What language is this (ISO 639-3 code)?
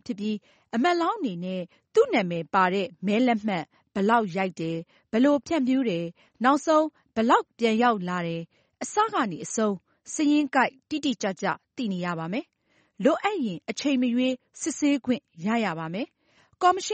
mya